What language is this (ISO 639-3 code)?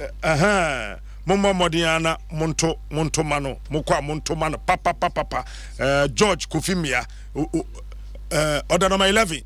aka